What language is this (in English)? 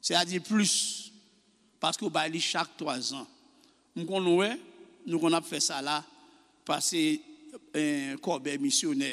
Haitian Creole